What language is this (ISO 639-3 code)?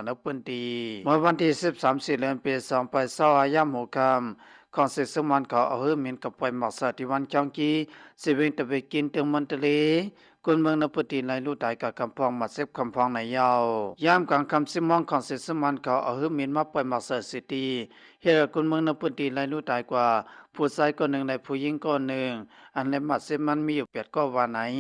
shn